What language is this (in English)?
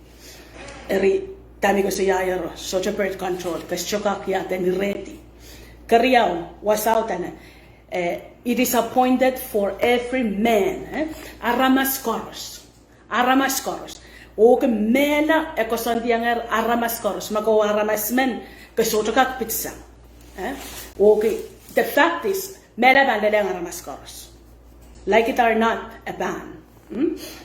Pohnpeian